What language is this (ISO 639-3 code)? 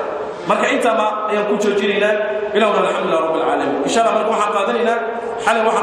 som